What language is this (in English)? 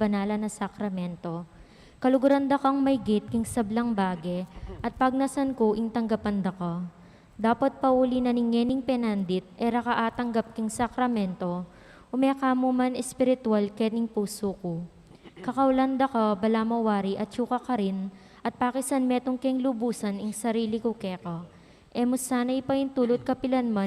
Pampanga